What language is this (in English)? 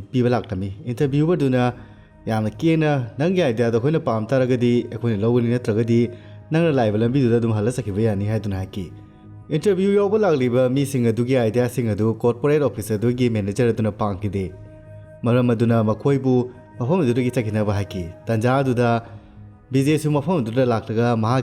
Manipuri